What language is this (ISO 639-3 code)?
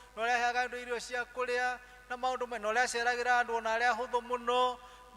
kik